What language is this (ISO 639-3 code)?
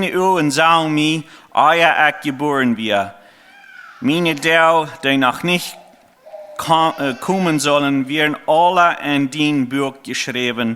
pdt